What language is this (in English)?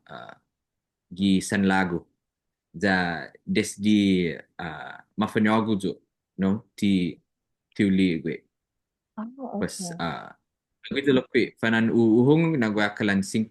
Chamorro